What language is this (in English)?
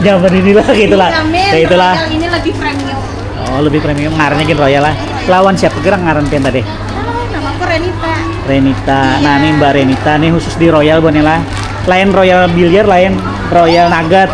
Banjar